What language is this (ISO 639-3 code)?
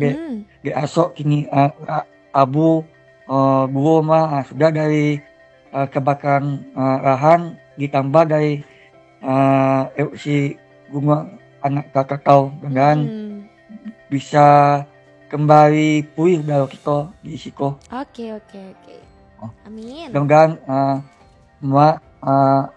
min